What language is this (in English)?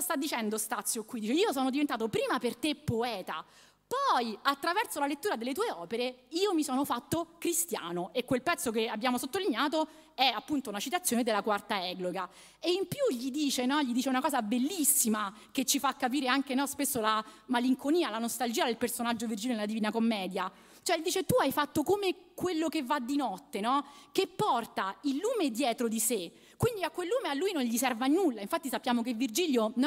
Italian